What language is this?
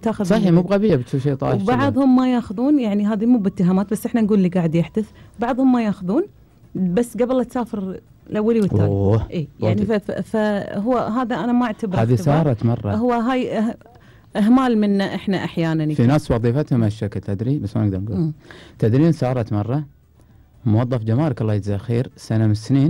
Gulf Arabic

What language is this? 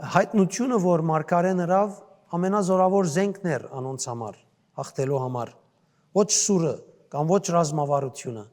Western Armenian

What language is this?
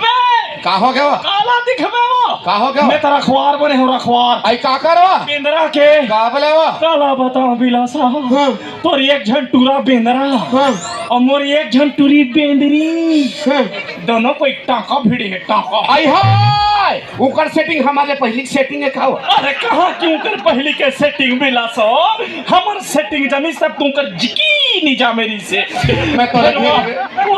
Chhattisgarhi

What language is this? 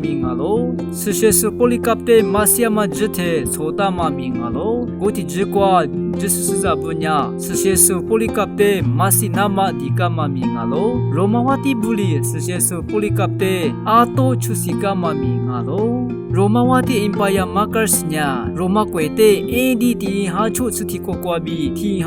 Lisu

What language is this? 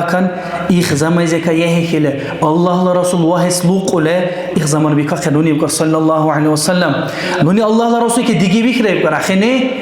Dargwa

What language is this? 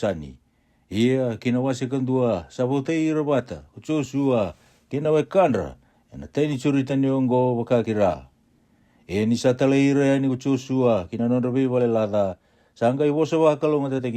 Fijian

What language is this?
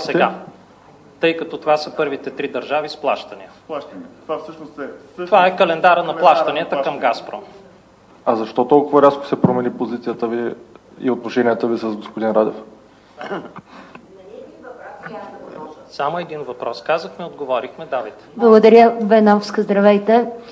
Bulgarian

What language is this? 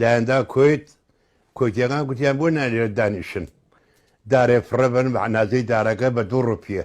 Central Kurdish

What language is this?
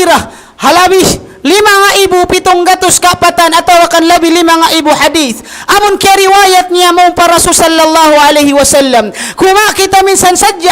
Tausug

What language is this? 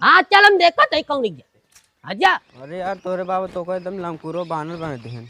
Awadhi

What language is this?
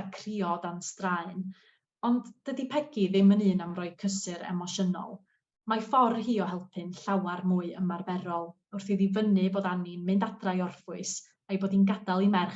Welsh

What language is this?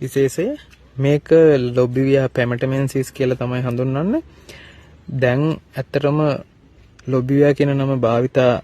Sinhala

